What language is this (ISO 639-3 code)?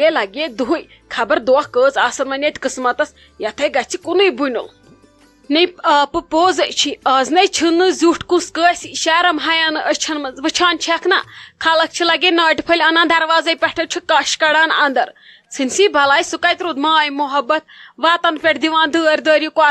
kas